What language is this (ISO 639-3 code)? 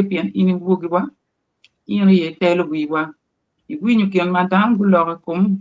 ach